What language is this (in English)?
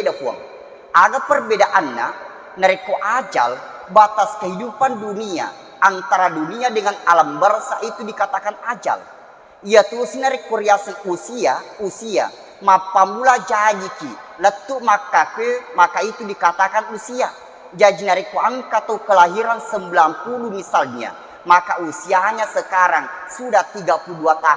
Buginese